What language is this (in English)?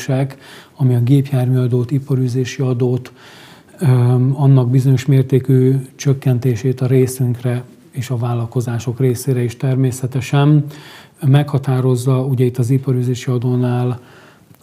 Hungarian